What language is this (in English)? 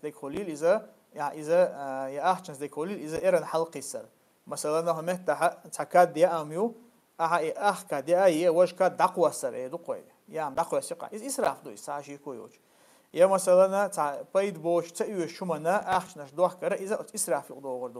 Chechen